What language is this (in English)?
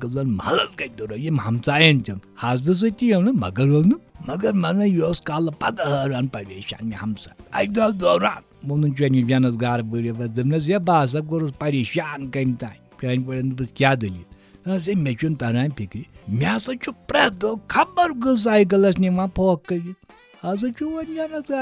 Kashmiri